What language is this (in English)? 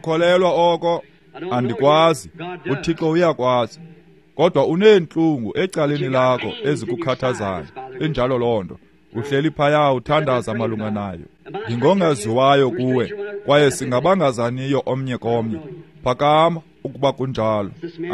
Xhosa